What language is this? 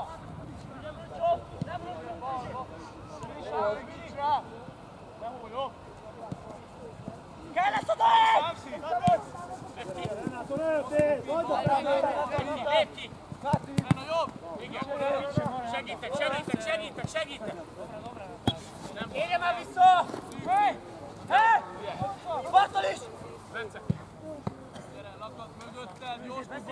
Hungarian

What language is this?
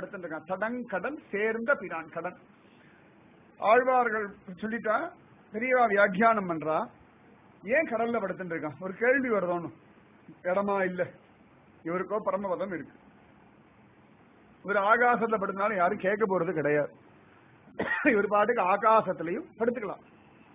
Tamil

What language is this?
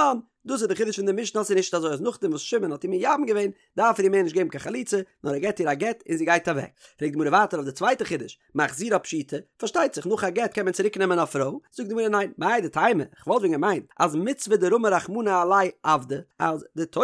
Yiddish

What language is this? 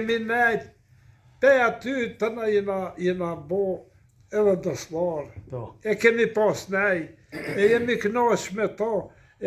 Albanian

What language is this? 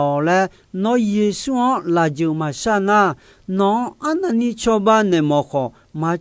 Akha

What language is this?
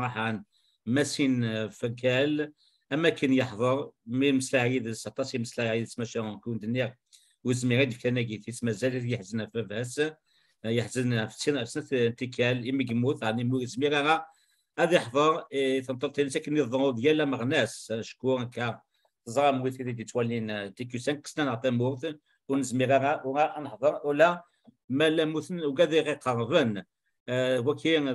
Kabyle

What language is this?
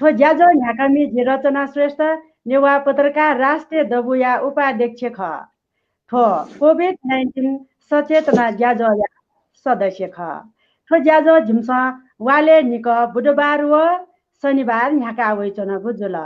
Newari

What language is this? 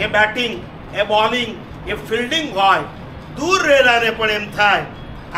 Gujarati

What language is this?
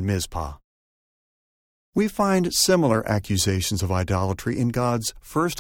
English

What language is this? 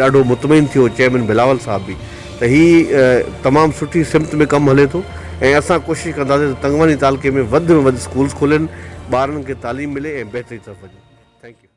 Sindhi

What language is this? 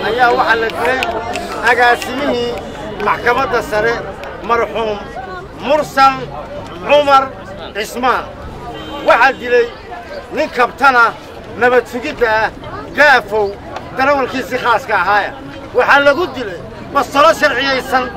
Somali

